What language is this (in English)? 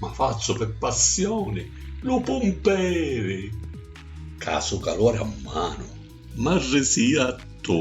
Sicilian